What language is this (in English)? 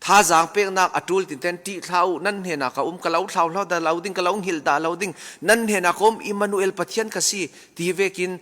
Falam Chin